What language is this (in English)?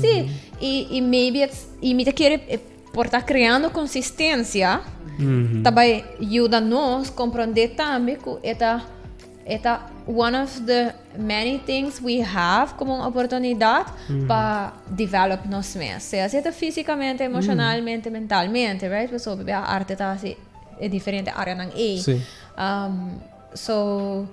Papiamento